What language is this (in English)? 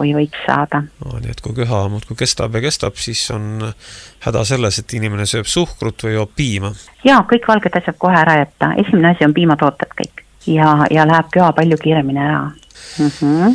Estonian